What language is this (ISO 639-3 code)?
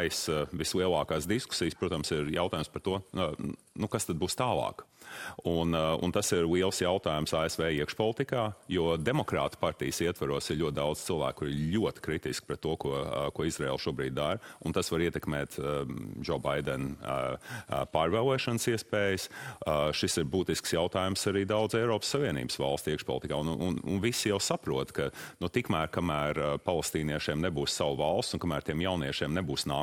lav